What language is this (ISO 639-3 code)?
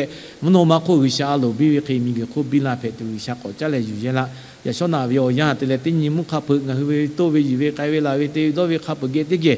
lhu